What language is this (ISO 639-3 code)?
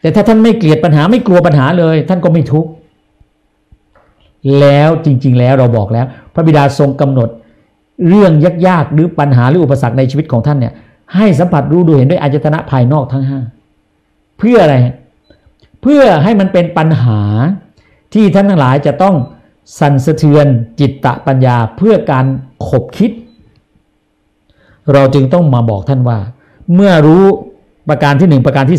tha